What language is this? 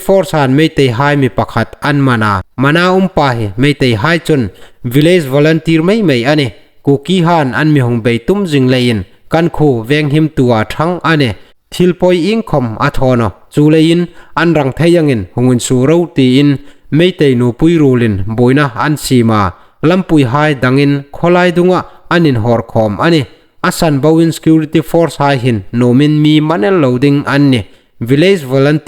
Hmar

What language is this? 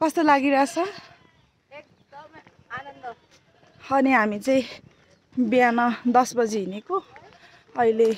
Nepali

